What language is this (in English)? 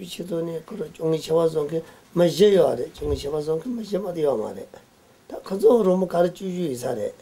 Tibetan